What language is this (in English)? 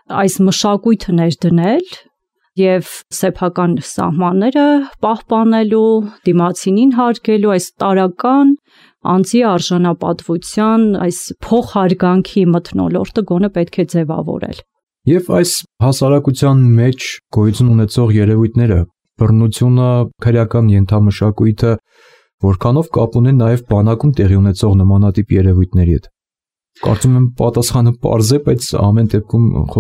Armenian